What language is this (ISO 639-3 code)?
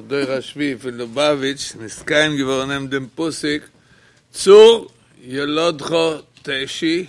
yid